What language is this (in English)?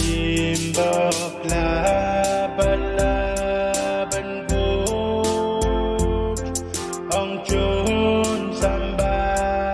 Pohnpeian